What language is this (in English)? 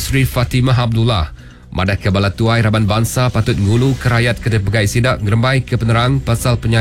Iban